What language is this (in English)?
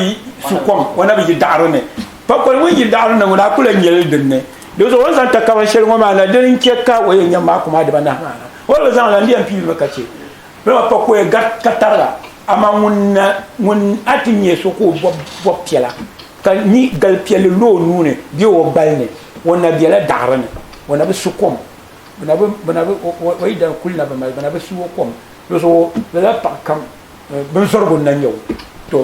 Dagbani